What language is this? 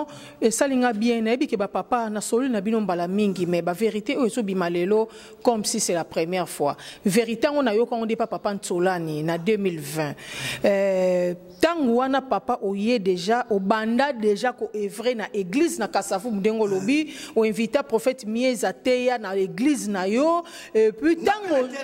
Lingala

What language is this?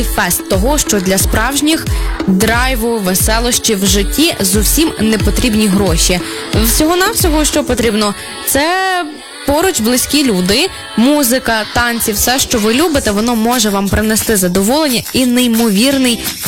Ukrainian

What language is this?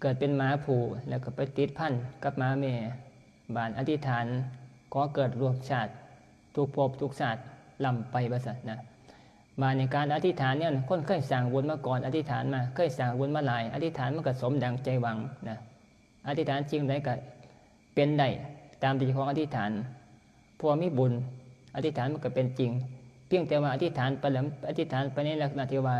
Northeastern Thai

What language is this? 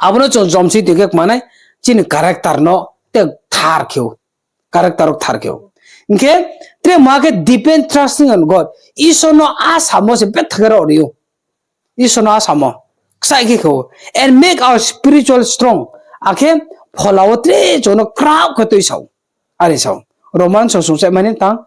Riang (India)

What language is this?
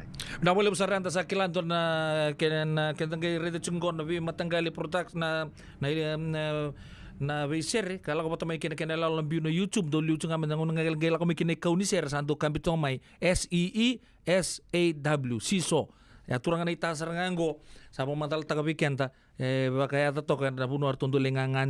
Fijian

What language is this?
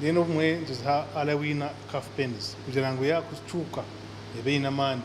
Nyankole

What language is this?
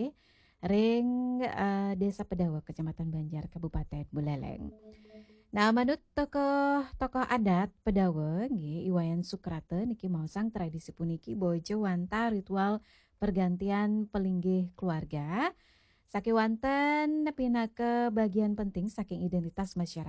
Balinese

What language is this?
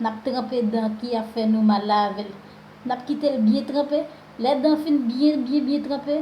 Haitian Creole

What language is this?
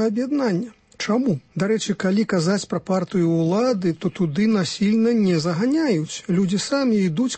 Belarusian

